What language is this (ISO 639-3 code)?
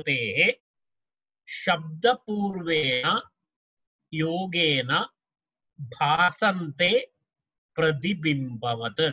san